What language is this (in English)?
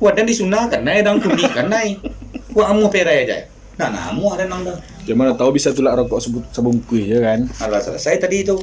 Minangkabau